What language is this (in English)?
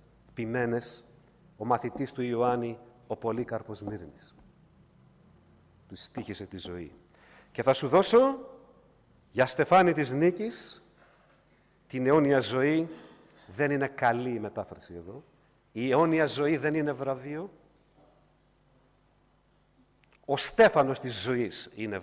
Greek